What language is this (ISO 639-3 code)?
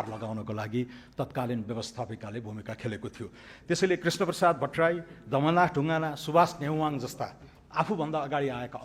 nep